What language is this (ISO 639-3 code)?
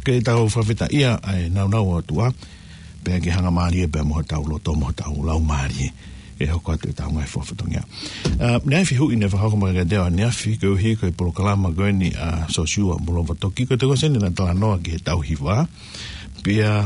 ton